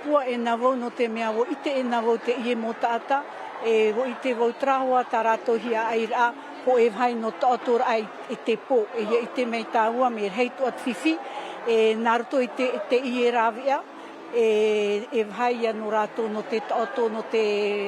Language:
Tahitian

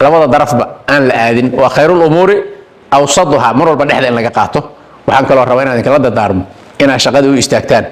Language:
Somali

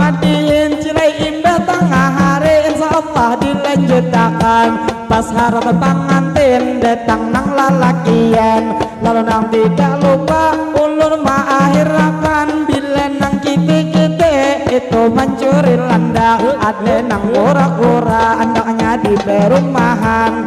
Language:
Banjar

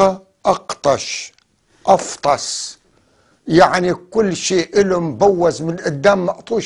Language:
North Levantine Arabic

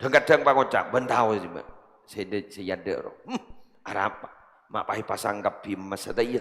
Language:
Madurese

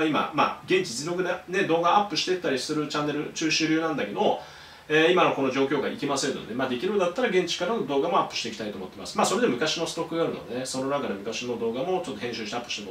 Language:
Japanese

